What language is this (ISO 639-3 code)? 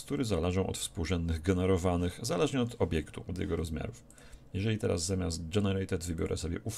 pol